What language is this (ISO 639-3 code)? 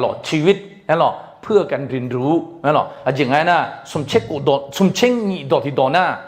ahk